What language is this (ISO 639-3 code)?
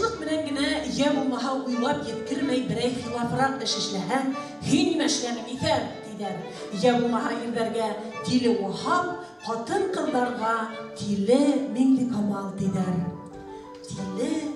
bak